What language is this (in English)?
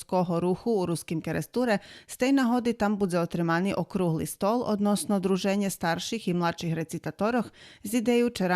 Rusyn